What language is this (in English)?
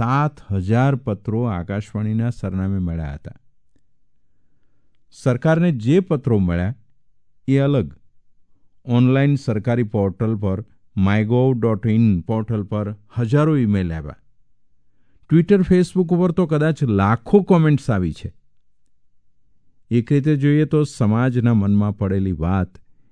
Gujarati